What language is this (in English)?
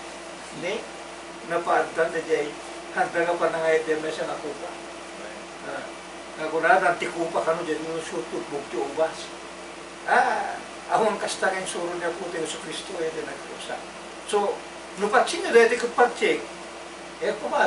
Iloko